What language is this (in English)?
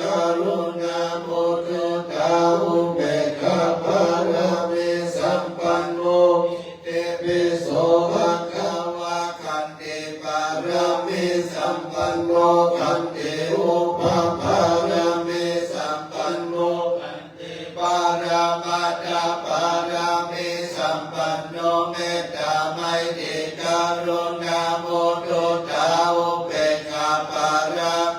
Pali